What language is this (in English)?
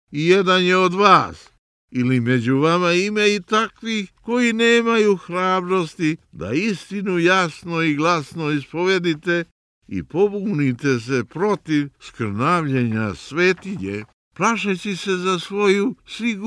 Serbian